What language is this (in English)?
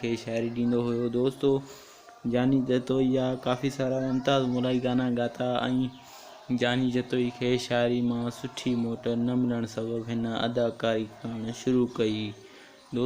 Sindhi